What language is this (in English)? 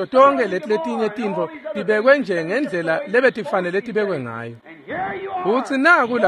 Swati